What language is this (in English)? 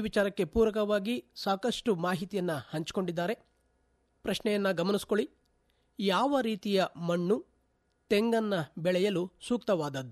Kannada